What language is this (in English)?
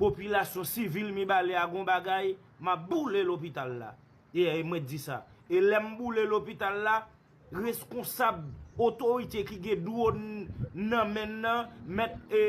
Haitian Creole